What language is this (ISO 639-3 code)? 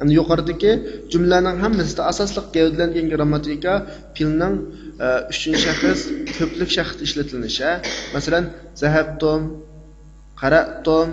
uig